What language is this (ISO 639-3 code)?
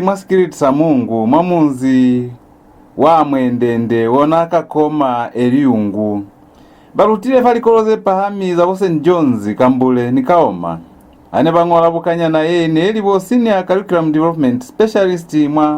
loz